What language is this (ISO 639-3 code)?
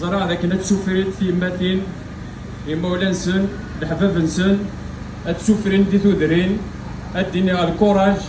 kab